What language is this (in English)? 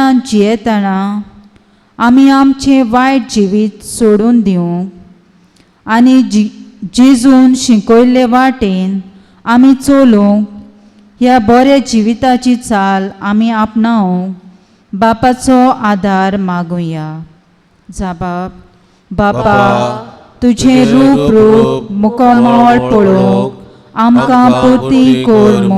Konkani